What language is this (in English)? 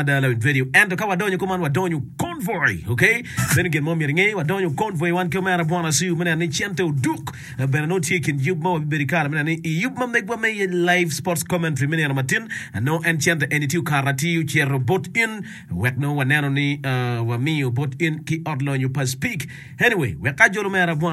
Acoli